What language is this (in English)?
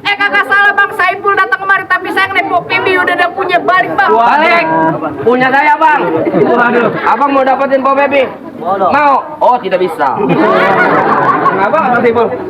Betawi